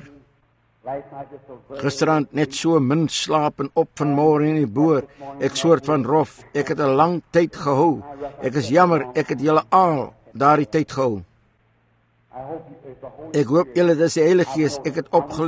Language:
Afrikaans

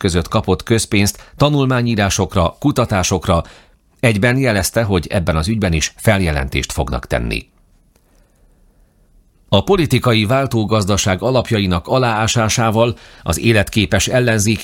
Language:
Hungarian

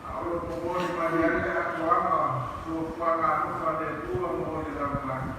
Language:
Samoan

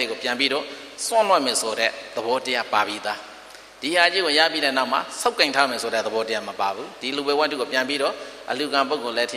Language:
Burmese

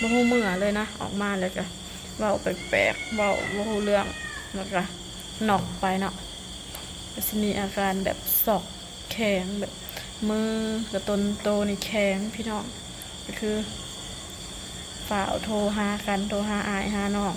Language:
Lao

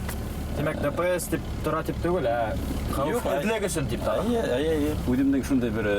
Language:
Bashkir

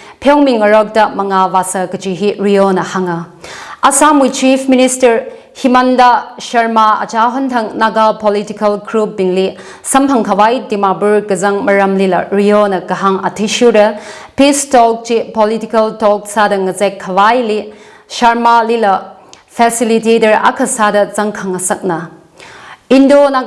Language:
Tangkhul Naga (India)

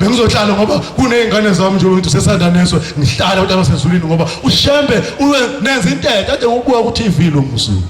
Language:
Zulu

